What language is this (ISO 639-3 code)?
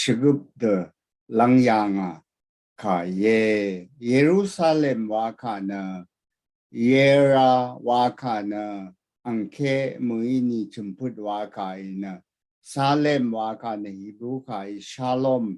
raw